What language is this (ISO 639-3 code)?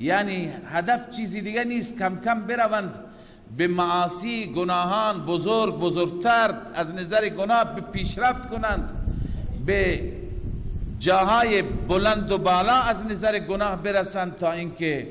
fas